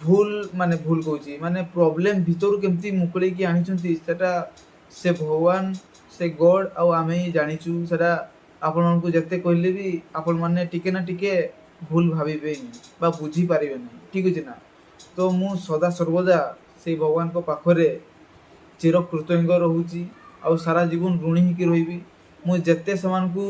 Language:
Odia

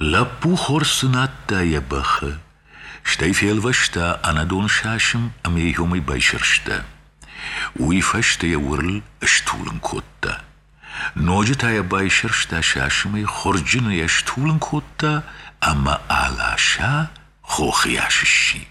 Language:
Ossetic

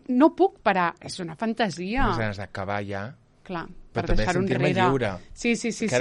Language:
Catalan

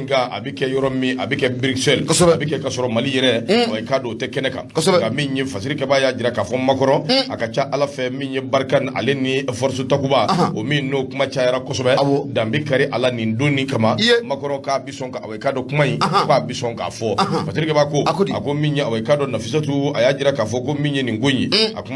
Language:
Bambara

